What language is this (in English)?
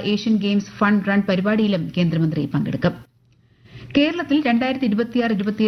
Malayalam